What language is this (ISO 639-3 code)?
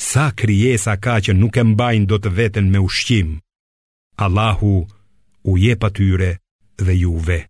sqi